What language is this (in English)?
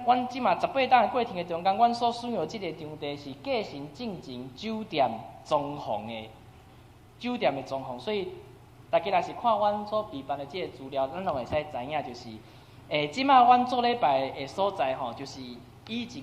Min Nan Chinese